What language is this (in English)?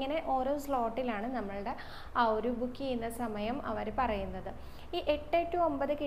Malayalam